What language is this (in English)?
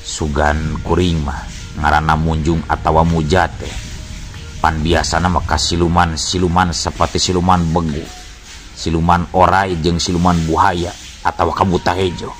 Sundanese